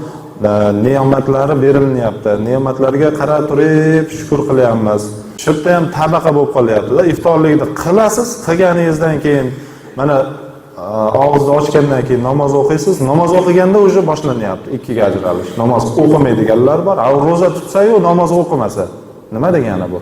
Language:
Uzbek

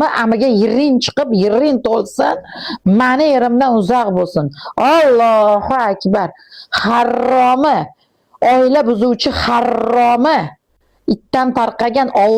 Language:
Uzbek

